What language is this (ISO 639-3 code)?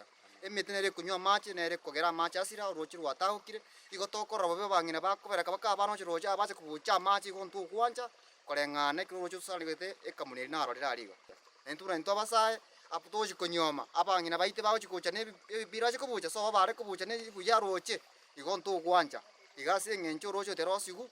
guz